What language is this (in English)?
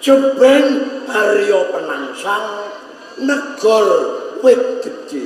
Javanese